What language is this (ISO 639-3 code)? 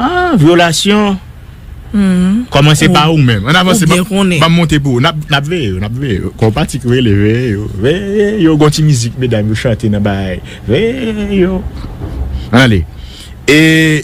hat